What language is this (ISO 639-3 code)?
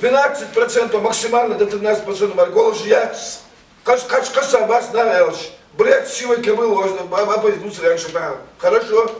inh